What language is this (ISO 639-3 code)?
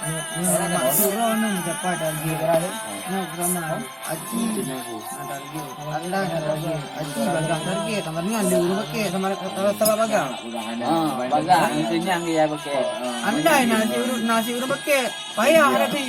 ace